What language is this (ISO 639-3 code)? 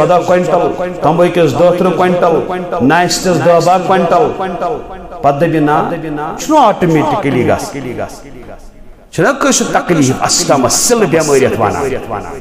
kas